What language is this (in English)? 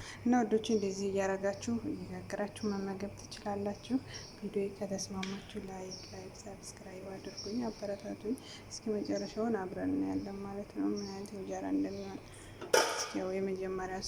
Amharic